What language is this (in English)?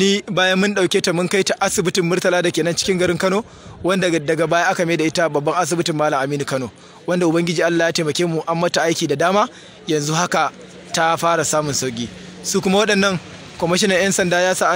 Hausa